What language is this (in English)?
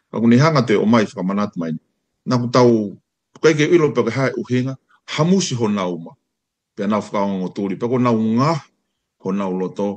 Tongan